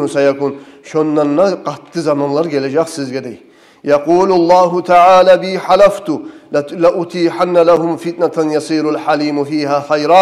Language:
Kumyk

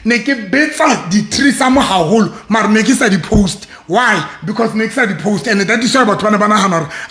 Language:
Southern Sotho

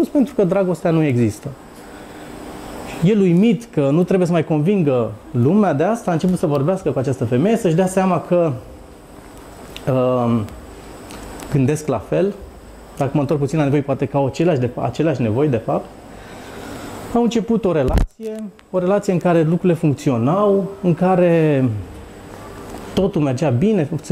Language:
Romanian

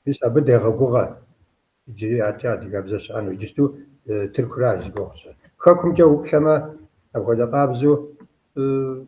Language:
Kabardian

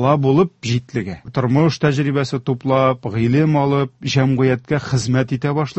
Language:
Tatar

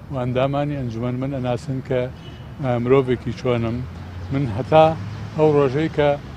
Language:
Central Kurdish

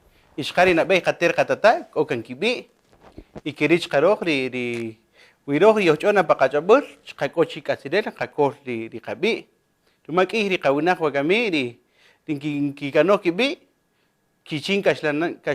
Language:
Kaqchikel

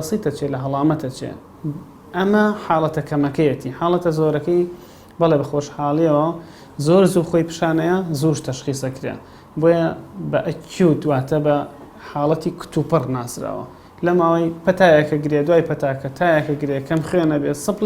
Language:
Central Kurdish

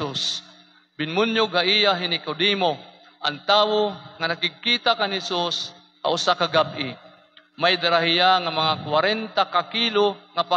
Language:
Waray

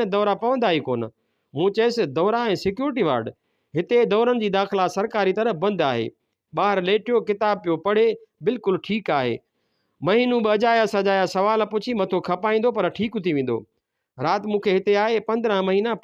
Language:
Sindhi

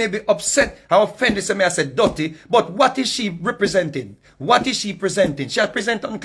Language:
Jamaican Creole English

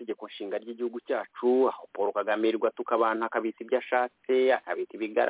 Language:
Kinyarwanda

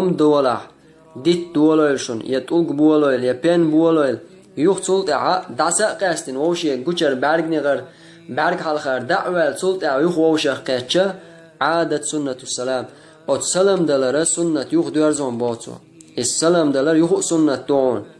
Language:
Chechen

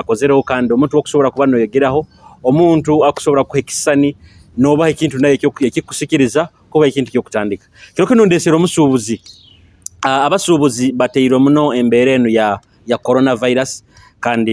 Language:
Nyoro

